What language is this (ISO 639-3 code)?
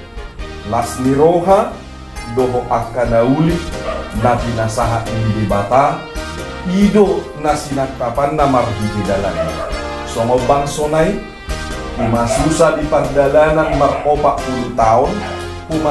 bbc